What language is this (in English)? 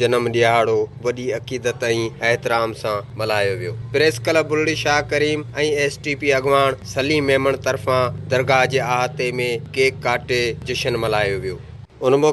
Sindhi